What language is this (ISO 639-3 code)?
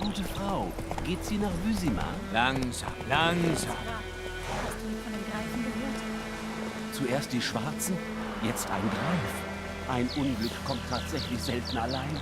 gsw